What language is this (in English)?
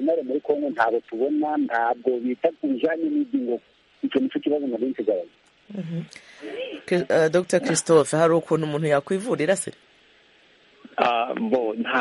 Kinyarwanda